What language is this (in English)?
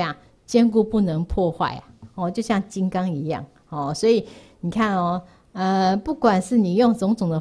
Chinese